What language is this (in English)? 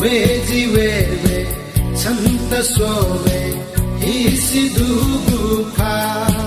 Newari